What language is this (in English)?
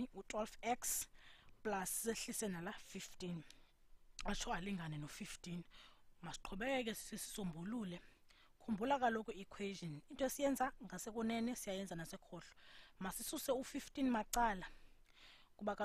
Xhosa